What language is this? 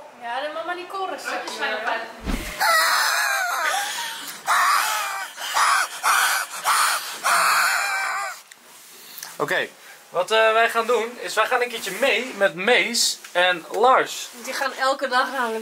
Dutch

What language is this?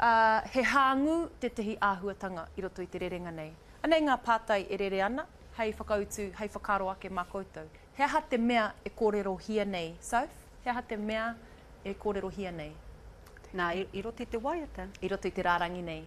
Māori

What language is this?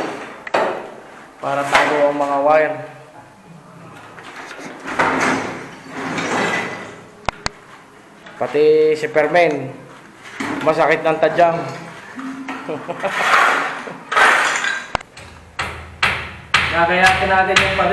Filipino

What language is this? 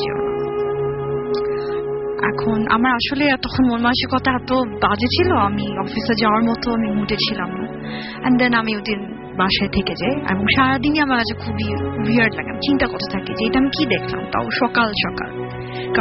Bangla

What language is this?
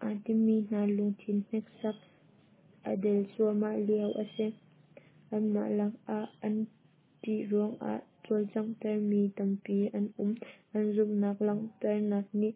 Hakha Chin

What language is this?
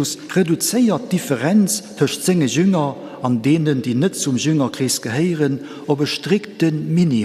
Luxembourgish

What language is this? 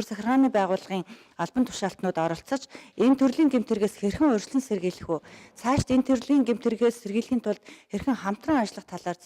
Mongolian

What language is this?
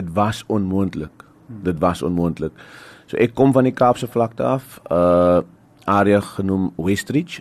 Afrikaans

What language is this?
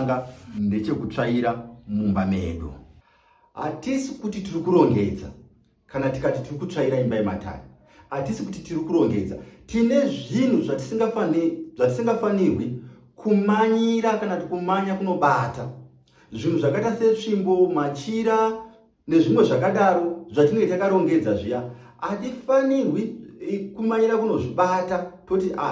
Shona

